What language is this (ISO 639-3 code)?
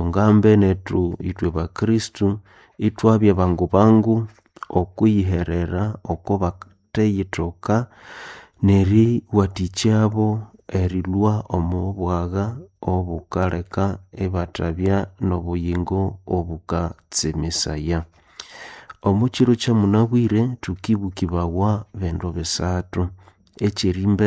nnb